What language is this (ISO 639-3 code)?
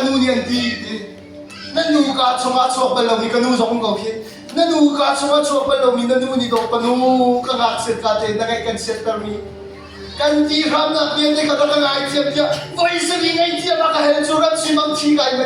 cnh